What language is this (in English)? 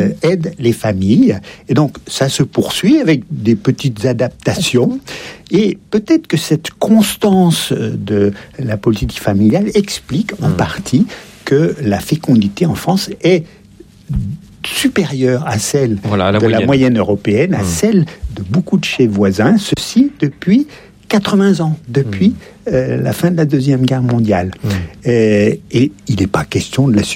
French